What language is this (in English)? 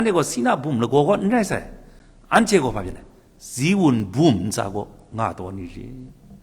Kachin